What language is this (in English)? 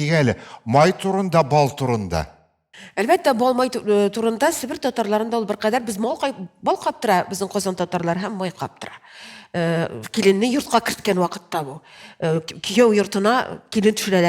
Tatar